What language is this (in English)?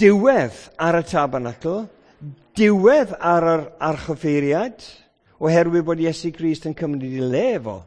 Welsh